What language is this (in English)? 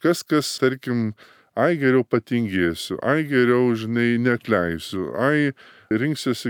Lithuanian